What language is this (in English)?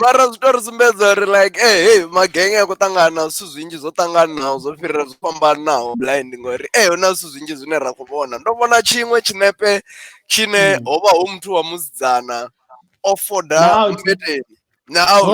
Venda